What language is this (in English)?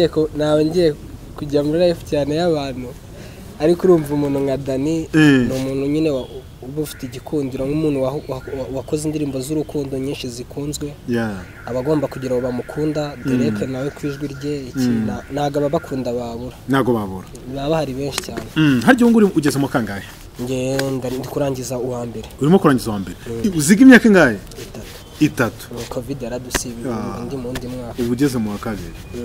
Kinyarwanda